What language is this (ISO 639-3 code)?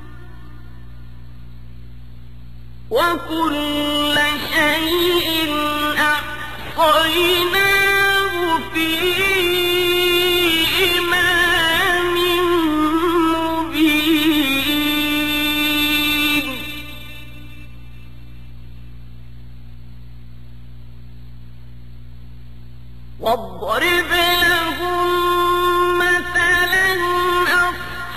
ara